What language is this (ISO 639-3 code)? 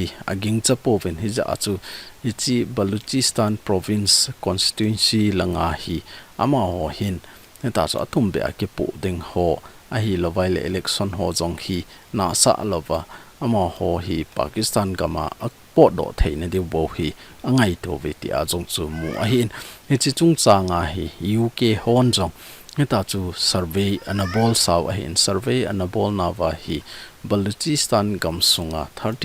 tcz